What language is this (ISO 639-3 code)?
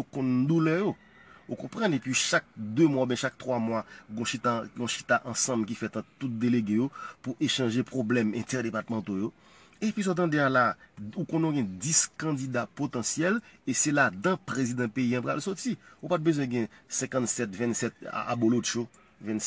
hat